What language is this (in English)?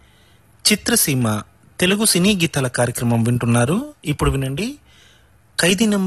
Telugu